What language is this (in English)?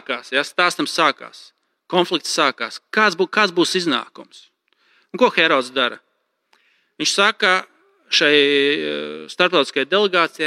Latvian